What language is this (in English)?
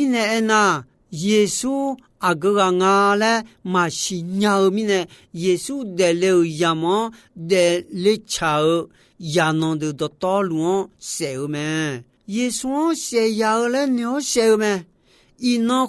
Akha